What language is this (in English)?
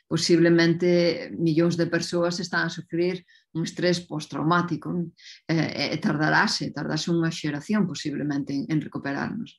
Galician